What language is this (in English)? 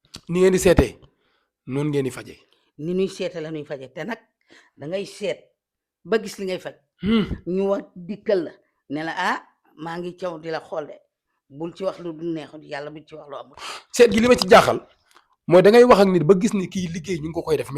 Wolof